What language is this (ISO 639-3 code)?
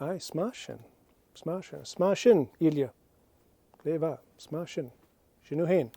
gla